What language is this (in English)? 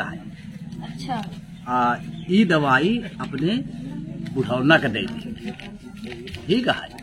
Awadhi